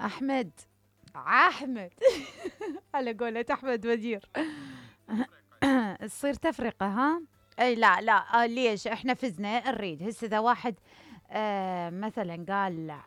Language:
Mesopotamian Arabic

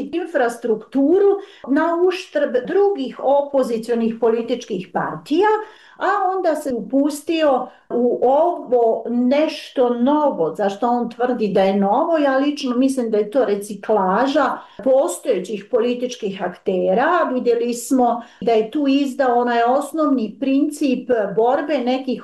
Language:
Bosnian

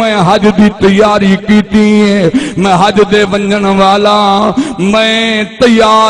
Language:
Saraiki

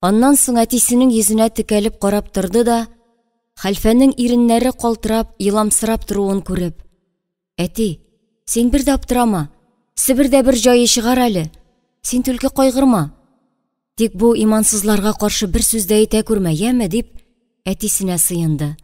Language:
Tatar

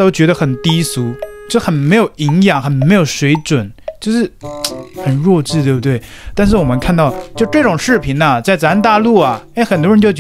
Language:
Chinese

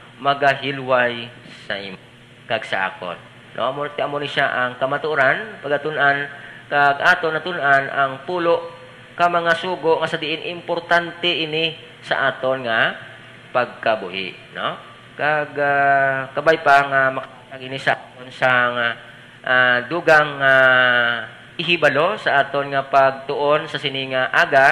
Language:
Hiligaynon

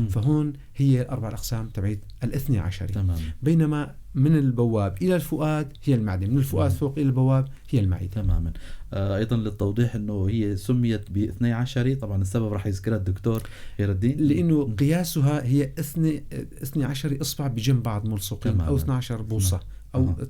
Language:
North Levantine Arabic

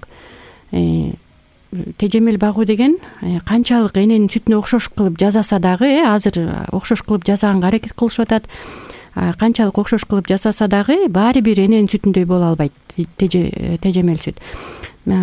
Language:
Kyrgyz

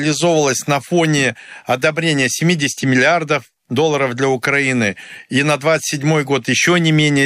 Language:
Russian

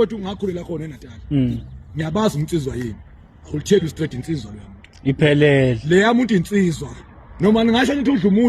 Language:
Zulu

